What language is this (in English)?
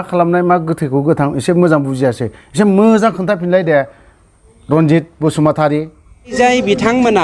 Bodo